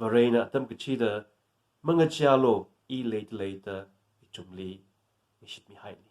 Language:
Tangkhul Naga (India)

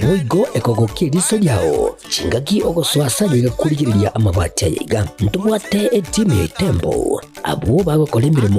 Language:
Gusii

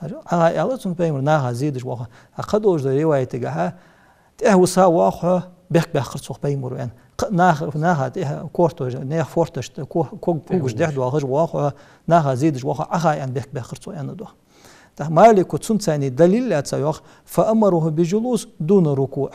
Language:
Ingush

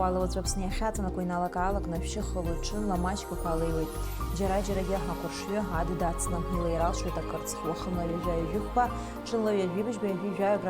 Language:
Abkhazian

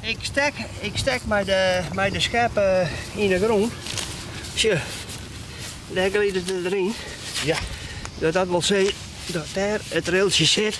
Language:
Western Frisian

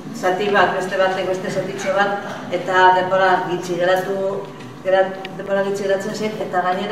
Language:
Basque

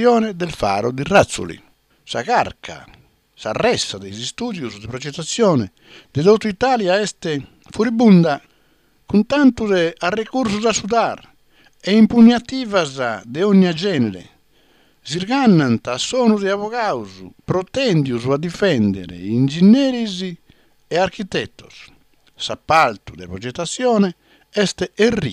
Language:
Sardinian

